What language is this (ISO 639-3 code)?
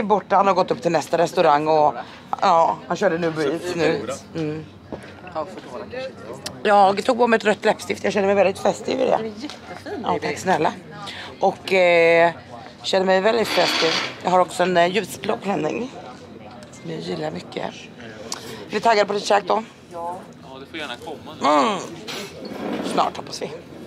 swe